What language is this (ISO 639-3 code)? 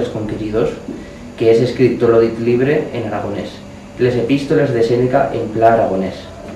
arg